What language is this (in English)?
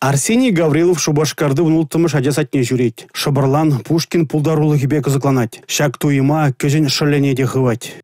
Chuvash